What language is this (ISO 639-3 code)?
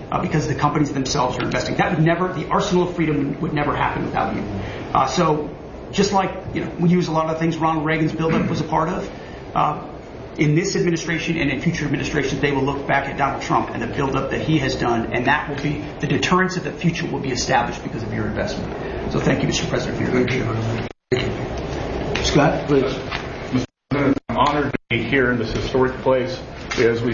eng